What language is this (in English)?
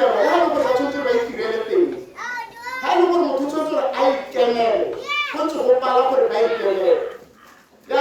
Tswana